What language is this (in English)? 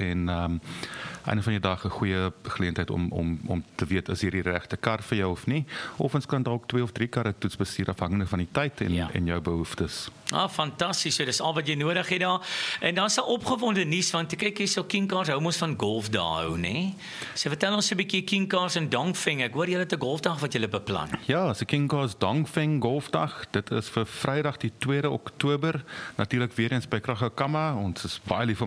Afrikaans